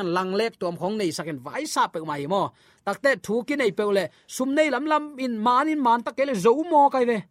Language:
Tedim Chin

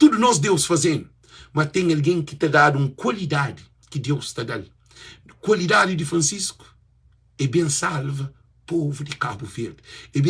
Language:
Kabuverdianu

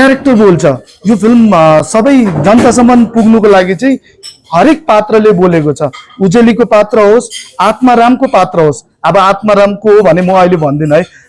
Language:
Nepali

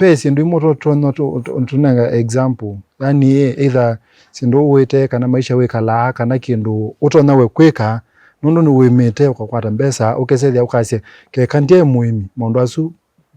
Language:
Kamba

